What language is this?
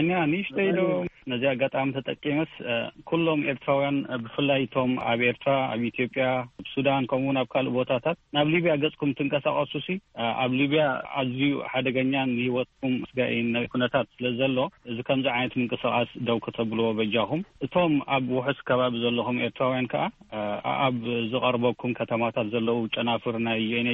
Tigrinya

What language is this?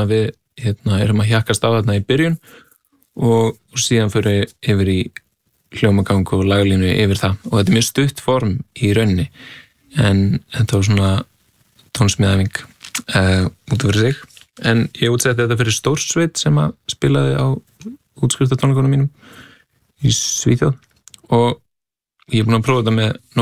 Icelandic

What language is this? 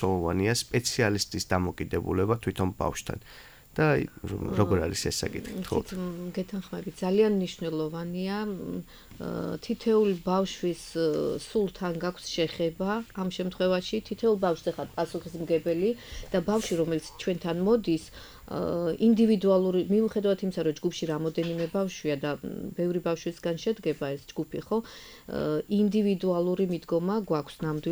Georgian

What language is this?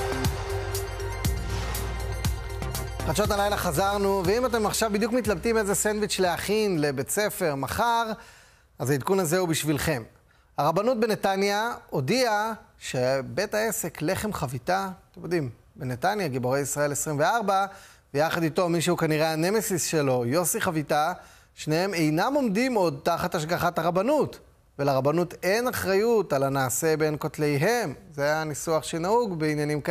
Hebrew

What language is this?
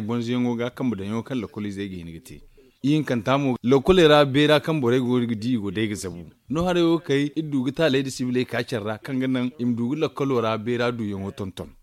Zarma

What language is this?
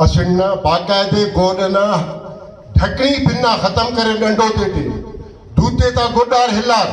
Brahui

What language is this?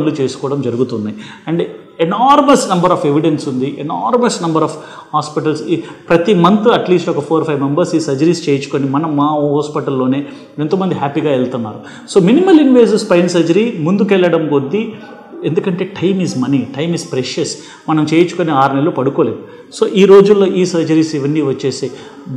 Telugu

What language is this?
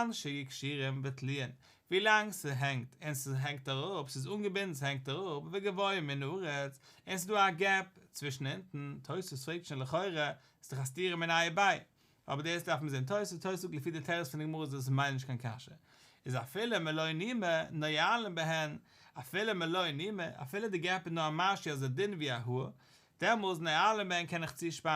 Yiddish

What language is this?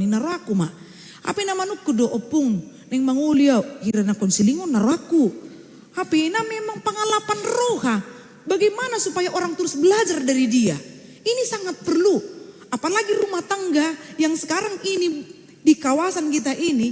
Batak Toba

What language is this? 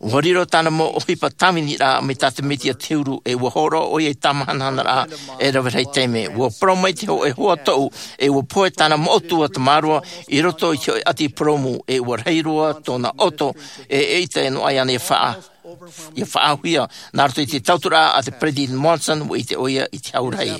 Tahitian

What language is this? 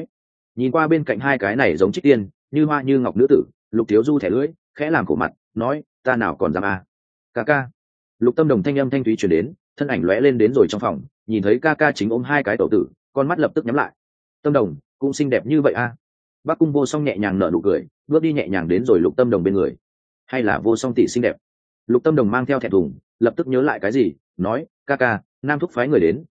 Vietnamese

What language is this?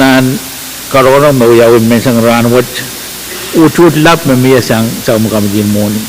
Pohnpeian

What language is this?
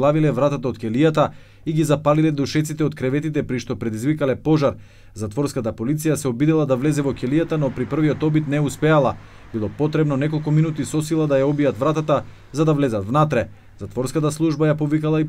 Macedonian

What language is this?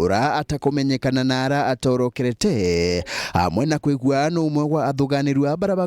Meru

